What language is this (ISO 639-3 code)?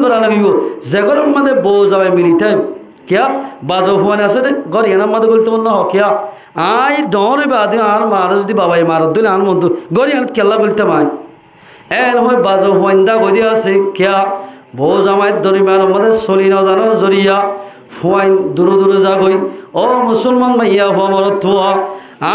rhg